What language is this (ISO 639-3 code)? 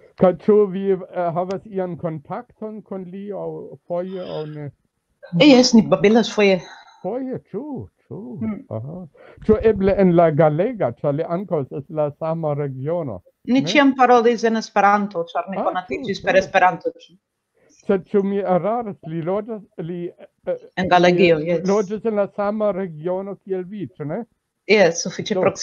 epo